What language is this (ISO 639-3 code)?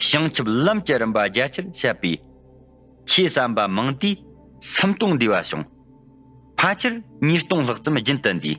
bod